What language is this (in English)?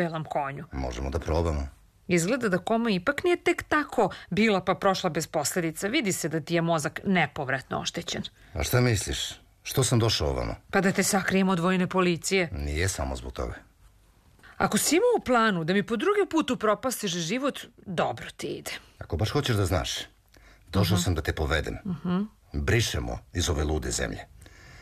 Serbian